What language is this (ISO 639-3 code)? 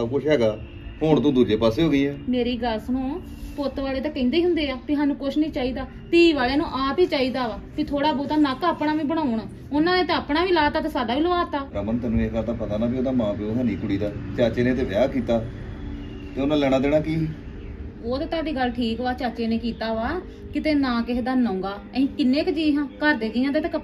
pan